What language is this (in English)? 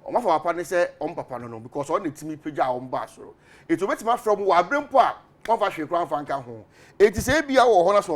Akan